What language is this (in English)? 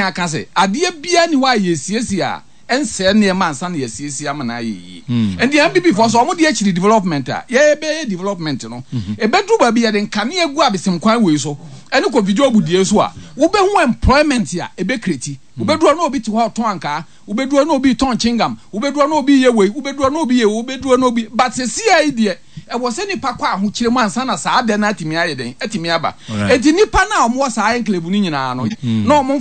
Akan